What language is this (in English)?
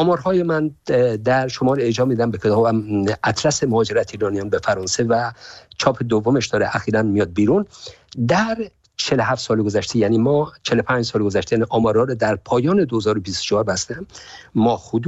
Persian